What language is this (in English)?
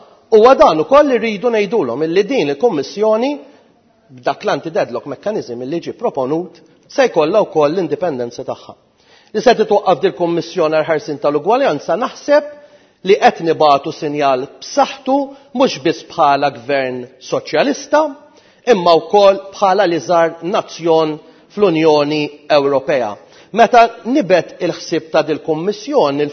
Maltese